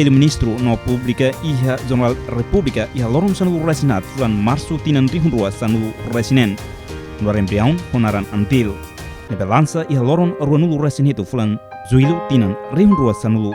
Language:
Tetum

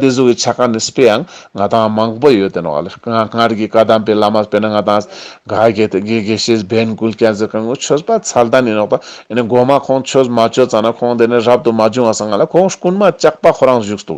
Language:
Ladakhi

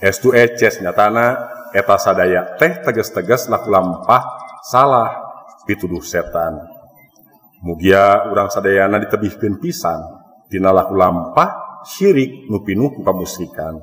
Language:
Sundanese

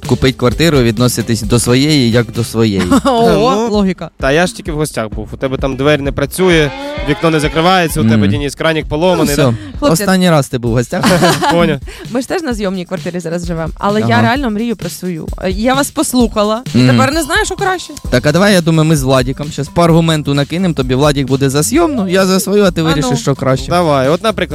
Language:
Ukrainian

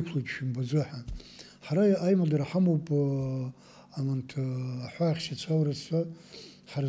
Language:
Abkhazian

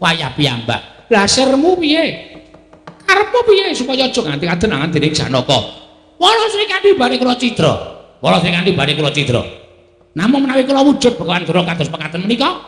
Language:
Javanese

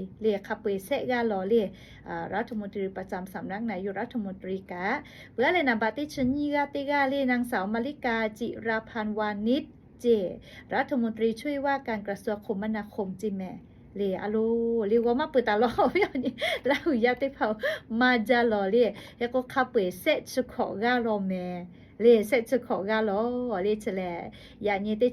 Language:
Lahu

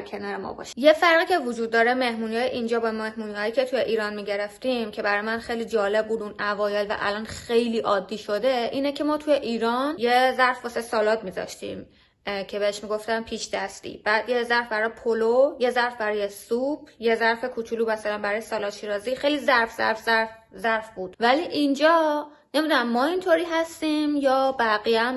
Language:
Persian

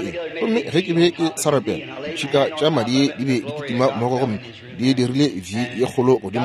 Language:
Northern Sotho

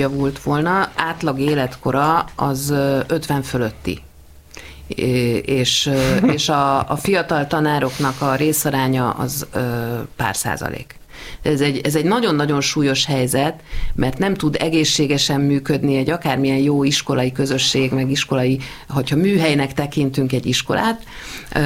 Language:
Hungarian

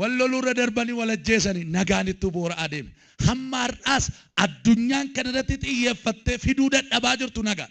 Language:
Oromo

